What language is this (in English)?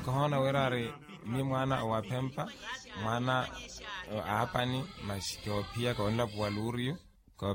Makhuwa